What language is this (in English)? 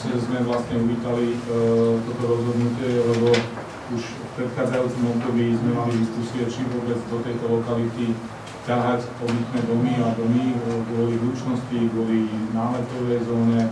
Slovak